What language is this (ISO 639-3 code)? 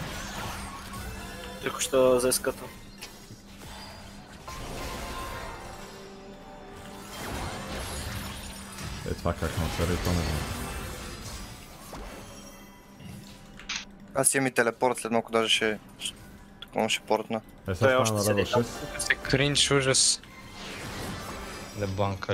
bul